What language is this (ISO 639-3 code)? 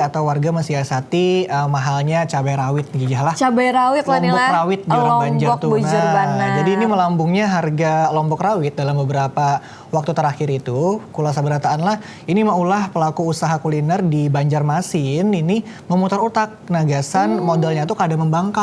bjn